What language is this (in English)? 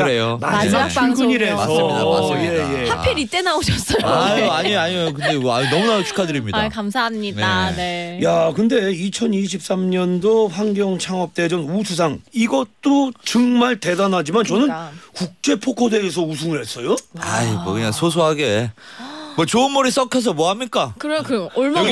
Korean